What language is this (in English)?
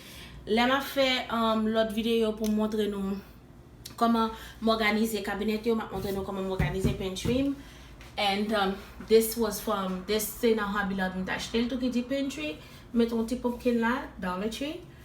Haitian Creole